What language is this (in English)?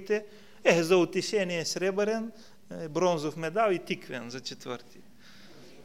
Bulgarian